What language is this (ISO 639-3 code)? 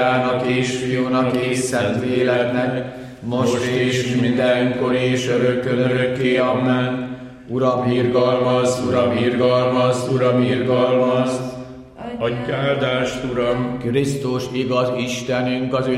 hun